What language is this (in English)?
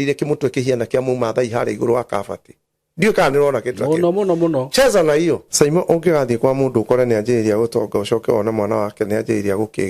Kikuyu